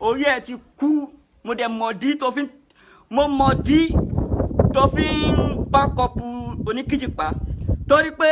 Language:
Yoruba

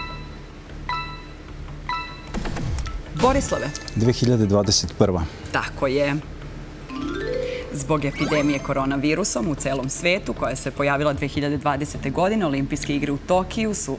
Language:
Serbian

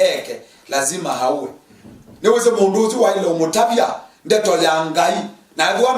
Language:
Kamba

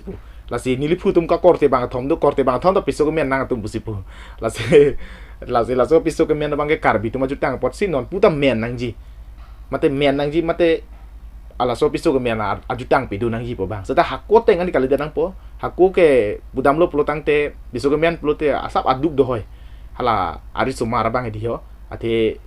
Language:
Karbi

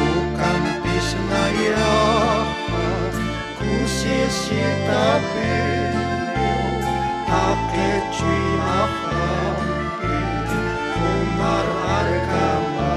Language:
Aymara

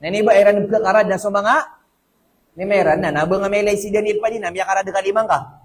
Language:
Maranao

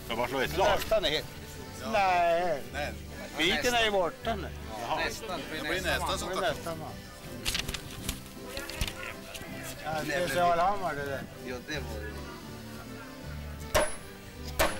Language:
Swedish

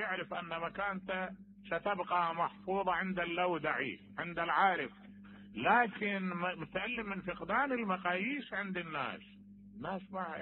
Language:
Mesopotamian Arabic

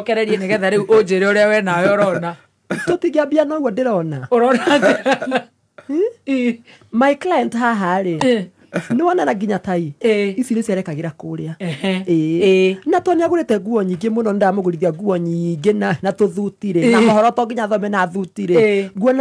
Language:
Kikuyu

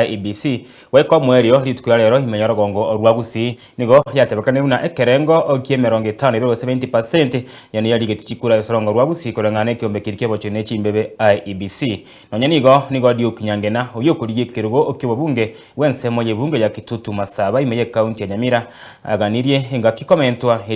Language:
Gusii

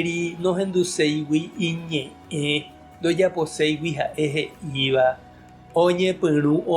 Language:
Guarani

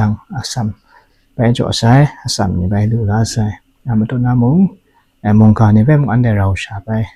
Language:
Kachin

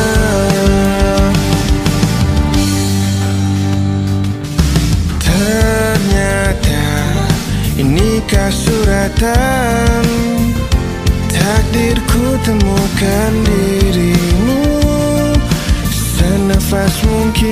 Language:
Malay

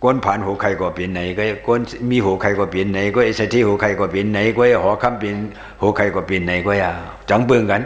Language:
Shan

